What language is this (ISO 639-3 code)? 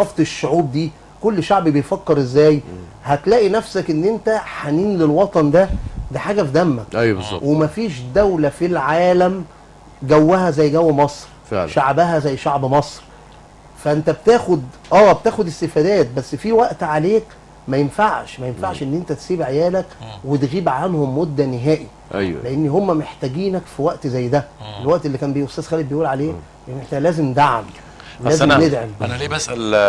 arz